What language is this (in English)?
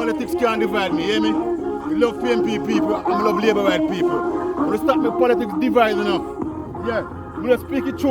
Jamaican Creole English